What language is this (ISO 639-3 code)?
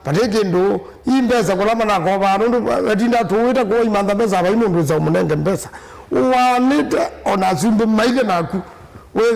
kam